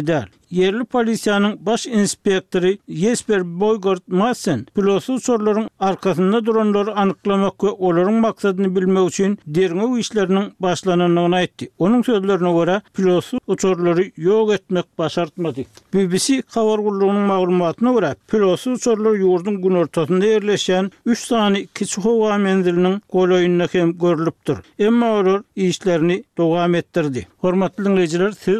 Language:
Turkmen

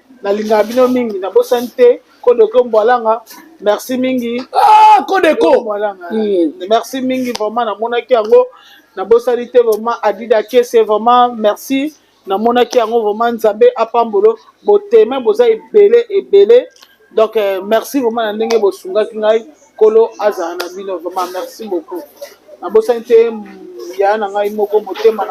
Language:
Lingala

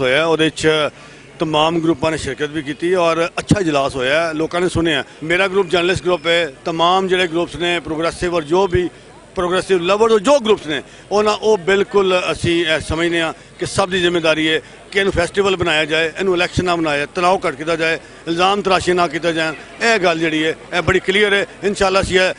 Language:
Western Panjabi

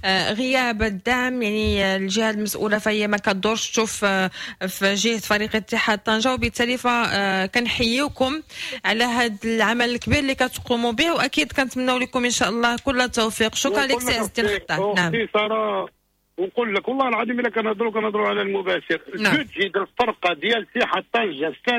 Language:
Moroccan Arabic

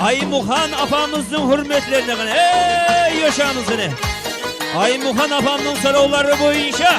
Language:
Kara-Kalpak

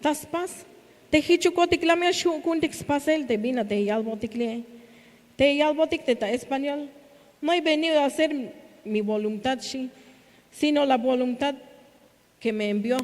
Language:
Tzeltal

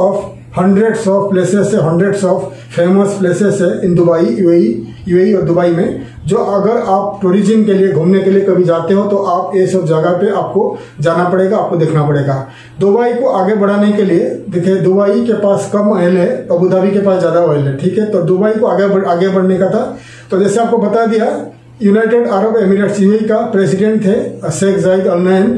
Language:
Hindi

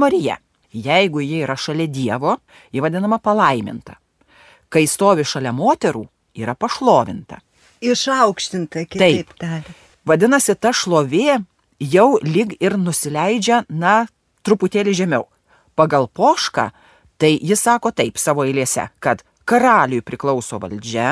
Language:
Lithuanian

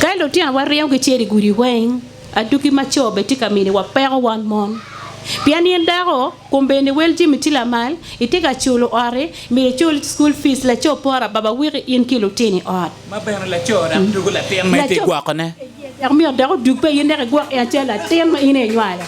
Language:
Acoli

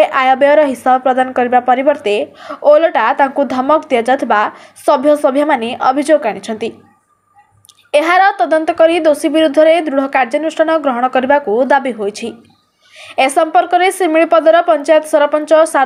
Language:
Odia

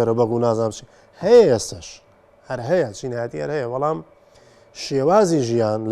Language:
Central Kurdish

